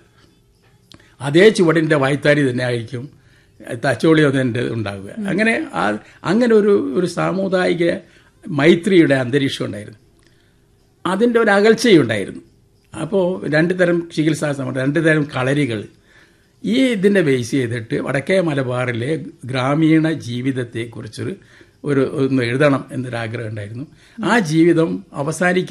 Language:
Malayalam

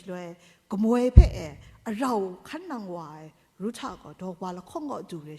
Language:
Kachin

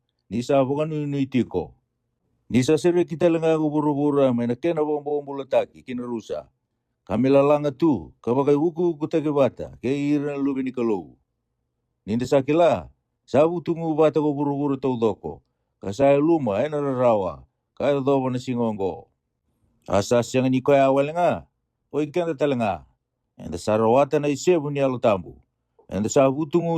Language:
Fijian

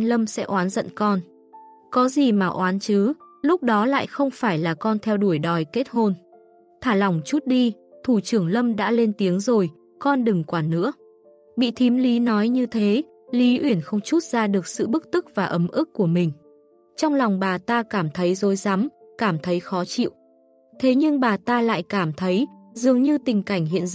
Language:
Vietnamese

